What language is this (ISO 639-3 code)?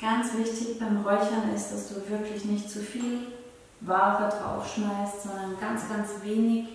gsw